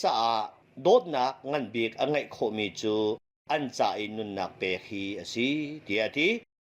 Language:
Hakha Chin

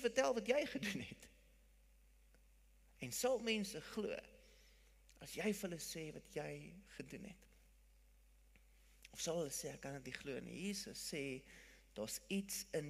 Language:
Afrikaans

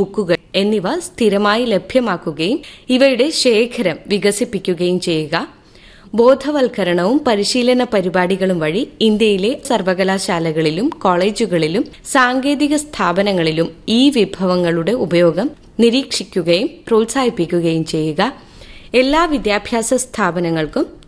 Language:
Malayalam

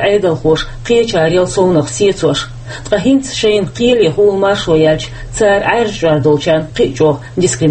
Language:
Chechen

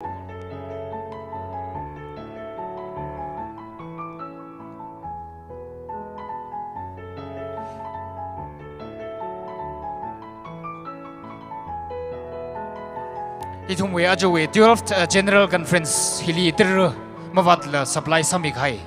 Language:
Tangkhul Naga (India)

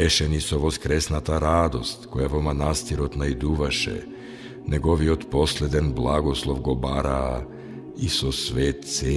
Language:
Macedonian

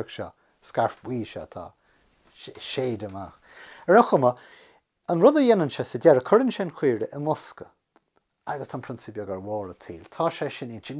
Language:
Irish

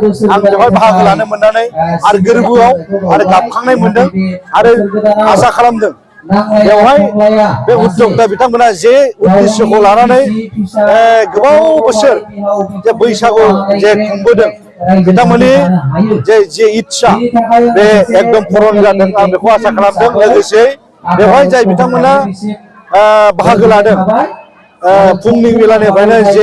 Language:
Bodo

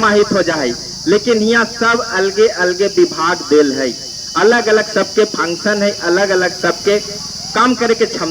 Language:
Magahi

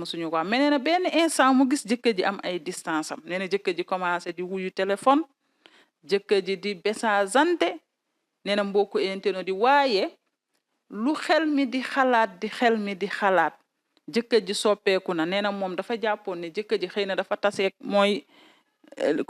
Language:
Wolof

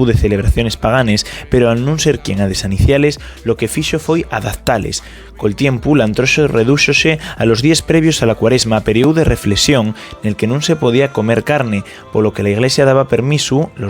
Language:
Asturian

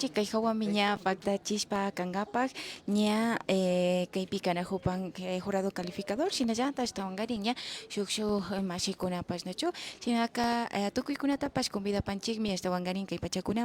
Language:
Imbabura Highland Quichua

